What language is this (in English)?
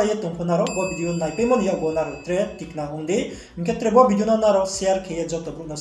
Riang (India)